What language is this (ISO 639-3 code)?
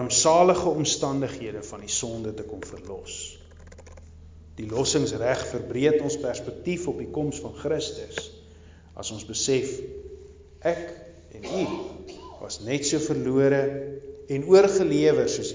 afr